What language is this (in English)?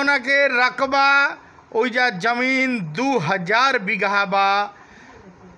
Bhojpuri